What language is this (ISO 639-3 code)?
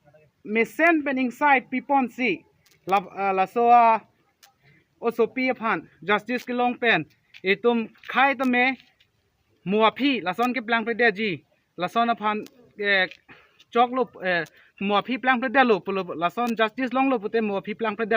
mjw